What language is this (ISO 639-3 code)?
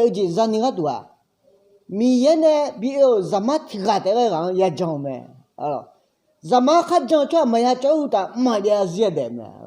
ahk